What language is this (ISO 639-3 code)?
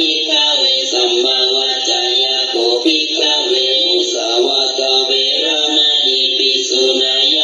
pli